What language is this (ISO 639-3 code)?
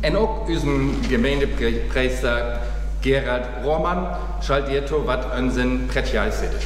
frr